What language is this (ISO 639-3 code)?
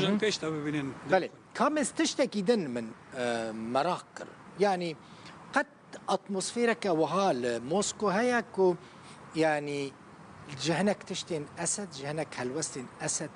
kur